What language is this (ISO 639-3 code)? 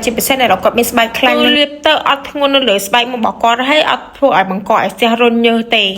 khm